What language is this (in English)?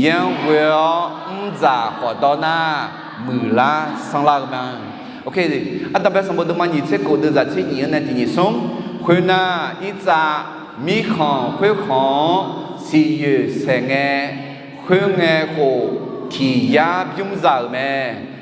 Akha